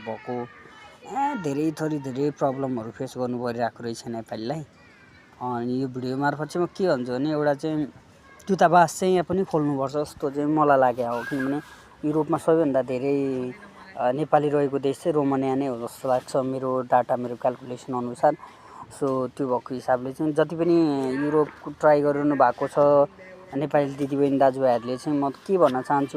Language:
Nepali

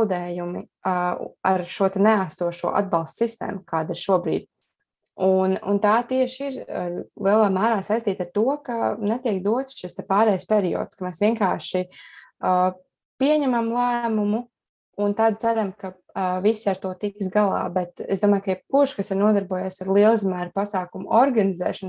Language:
Latvian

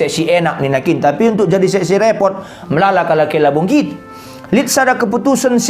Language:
Batak Karo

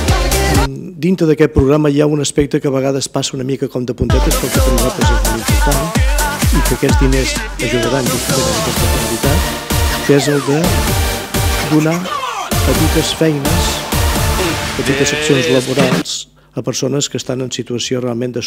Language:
Catalan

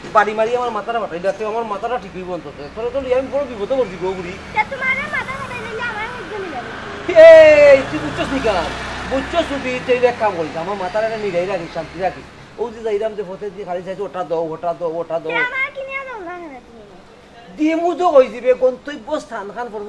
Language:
Sylheti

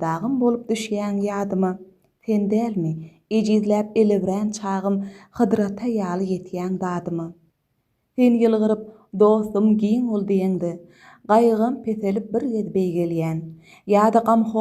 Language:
Turkmen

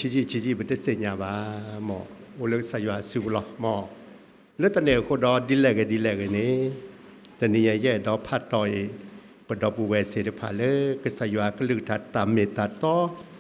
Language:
S'gaw Karen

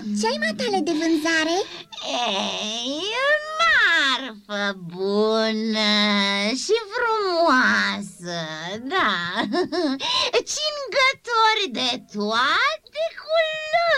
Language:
Romanian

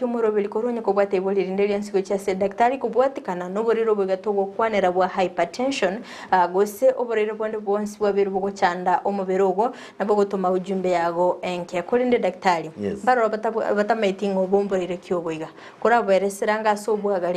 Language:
Gusii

